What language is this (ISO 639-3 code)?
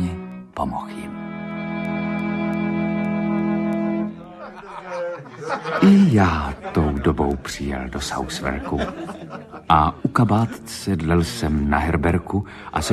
ces